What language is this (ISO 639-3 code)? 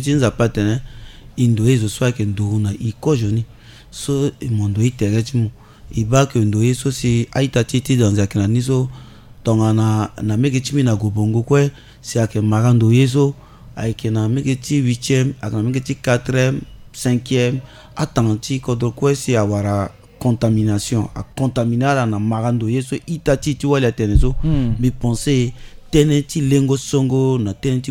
sag